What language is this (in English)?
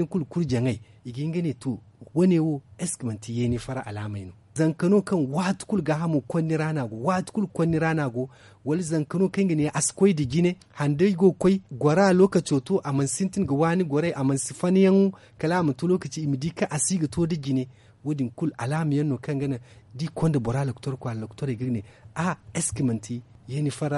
Zarma